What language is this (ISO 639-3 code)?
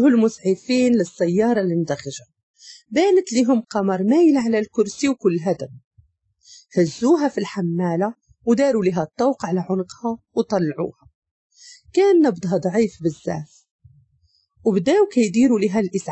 ary